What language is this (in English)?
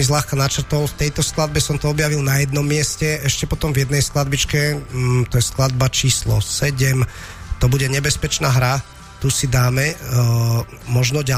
Slovak